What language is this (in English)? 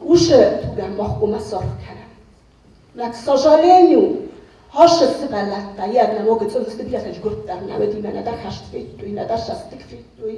Ossetic